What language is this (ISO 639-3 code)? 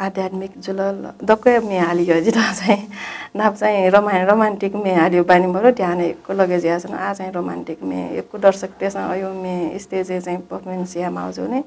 new